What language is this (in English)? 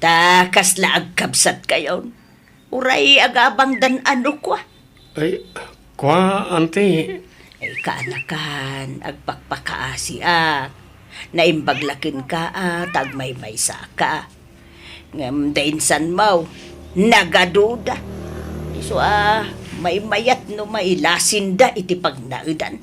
Iloko